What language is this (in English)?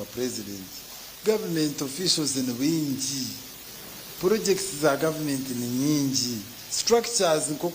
Nyankole